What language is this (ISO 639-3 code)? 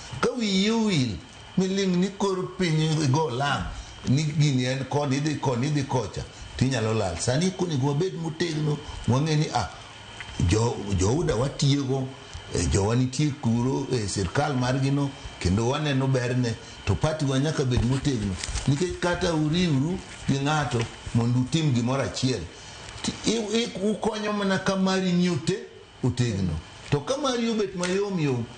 luo